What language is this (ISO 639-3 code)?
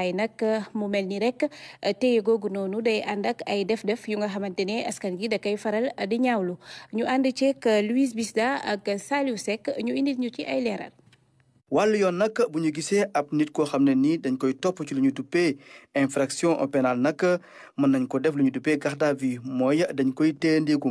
wol